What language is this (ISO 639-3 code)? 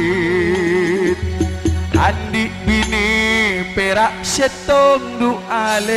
mad